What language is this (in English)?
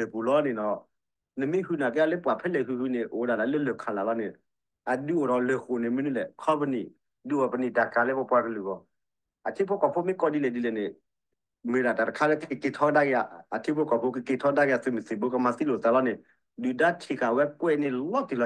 S'gaw Karen